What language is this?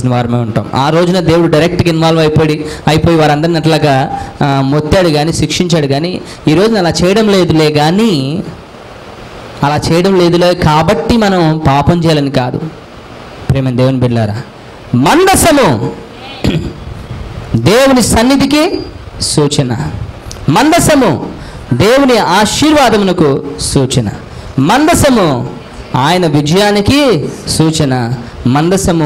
Telugu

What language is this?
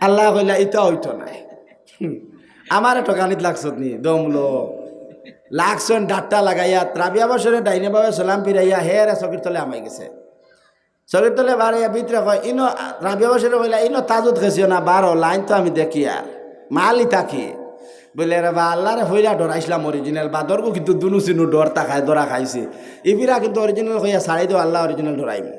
Sylheti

